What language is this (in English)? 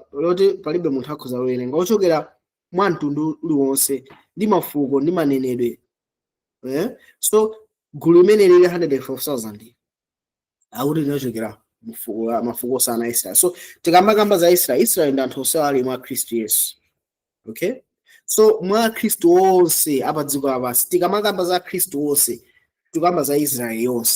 Nyanja